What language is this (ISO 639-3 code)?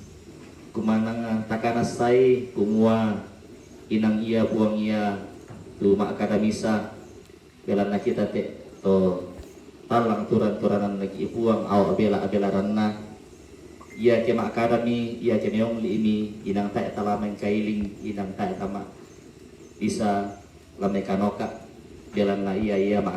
sda